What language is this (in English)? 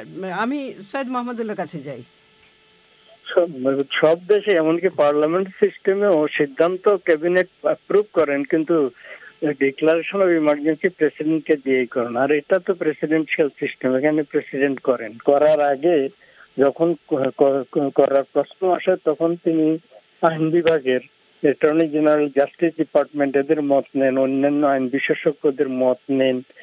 Bangla